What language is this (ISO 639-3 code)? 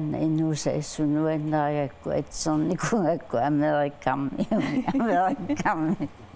kal